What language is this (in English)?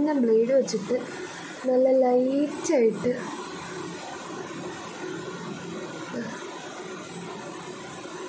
Malayalam